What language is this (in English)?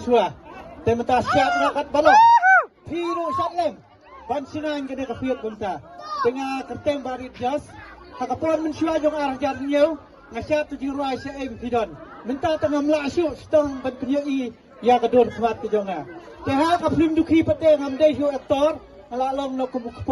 Khasi